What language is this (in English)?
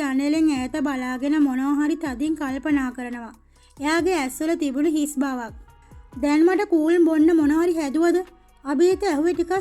Sinhala